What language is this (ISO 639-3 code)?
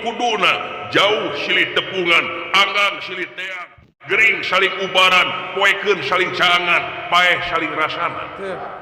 sun